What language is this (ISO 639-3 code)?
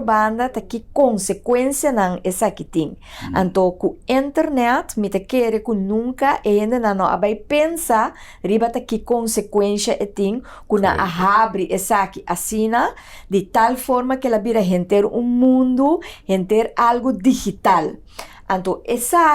pap